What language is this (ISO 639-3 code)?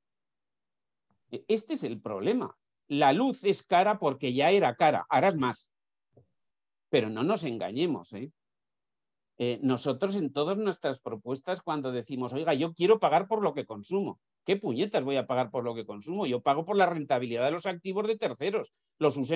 spa